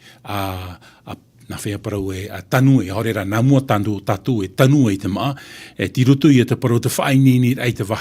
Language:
Tahitian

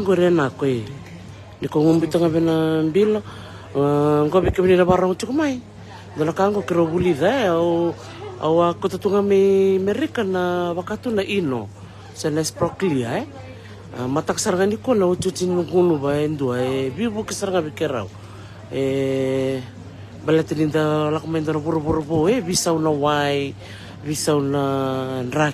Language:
Fijian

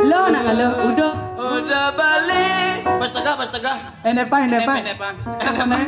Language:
Balinese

